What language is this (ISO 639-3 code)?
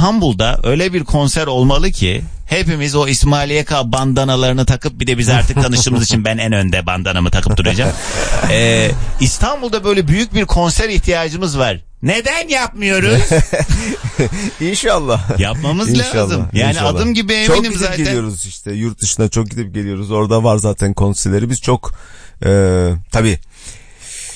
tur